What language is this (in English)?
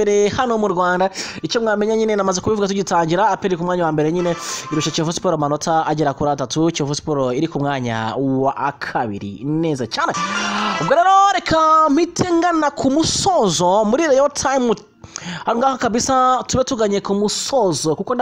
Kinyarwanda